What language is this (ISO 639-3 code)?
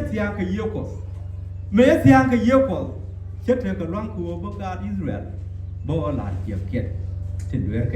nus